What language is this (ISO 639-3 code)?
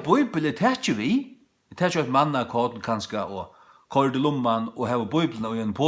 fao